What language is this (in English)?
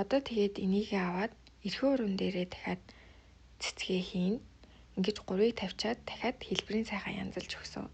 Mongolian